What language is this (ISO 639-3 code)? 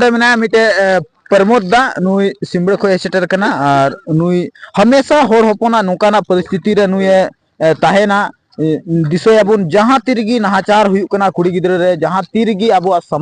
sat